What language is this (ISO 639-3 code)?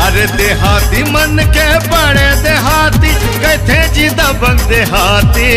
hne